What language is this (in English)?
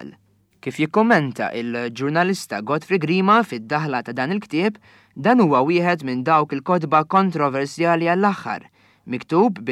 Maltese